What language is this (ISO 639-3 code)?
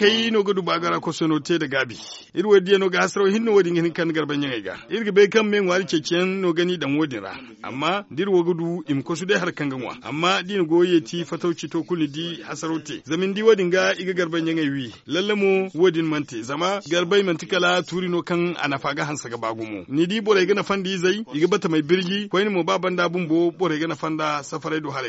dje